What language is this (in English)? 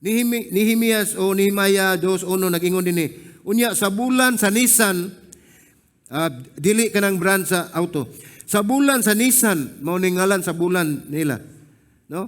Cebuano